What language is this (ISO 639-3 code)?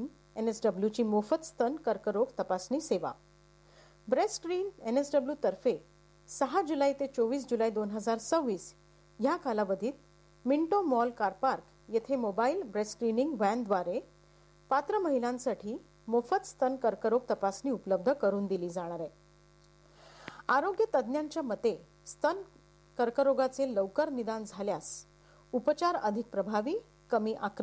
mar